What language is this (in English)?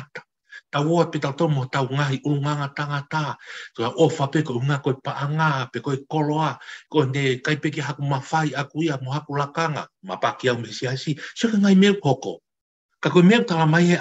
Tongan